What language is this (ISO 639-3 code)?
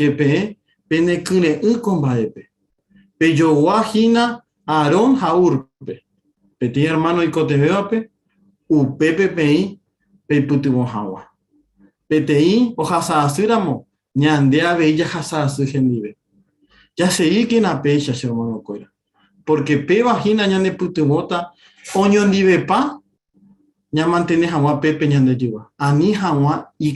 grn